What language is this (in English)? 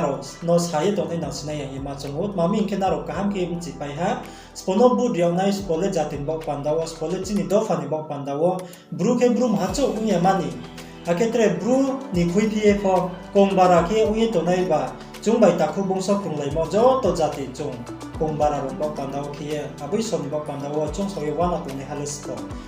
Riang (India)